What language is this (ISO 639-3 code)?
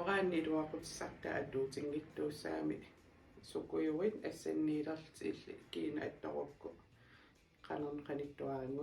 kal